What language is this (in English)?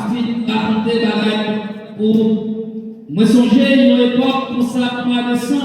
Haitian Creole